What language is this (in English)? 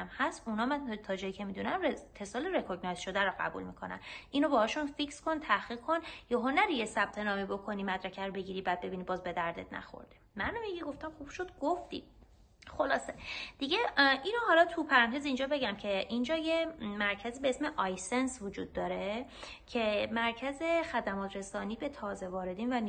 Persian